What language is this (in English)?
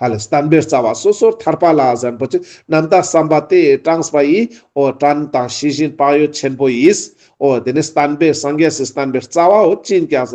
Ladakhi